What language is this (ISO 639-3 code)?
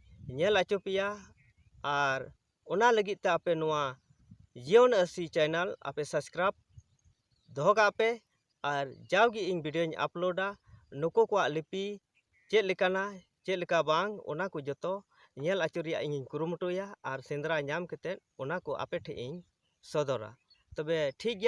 sat